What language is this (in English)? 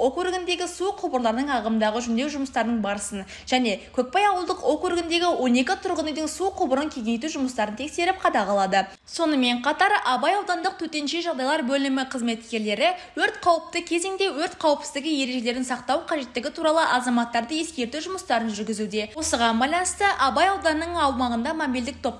Kazakh